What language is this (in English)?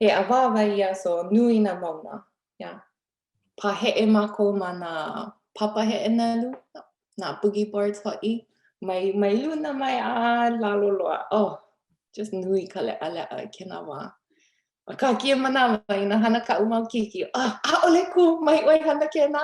Hawaiian